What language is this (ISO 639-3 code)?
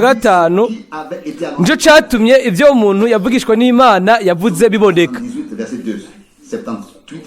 run